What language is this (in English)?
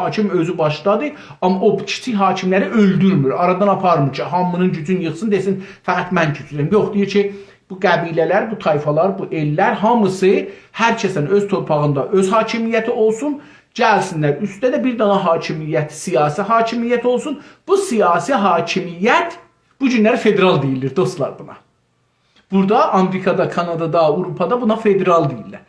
South Azerbaijani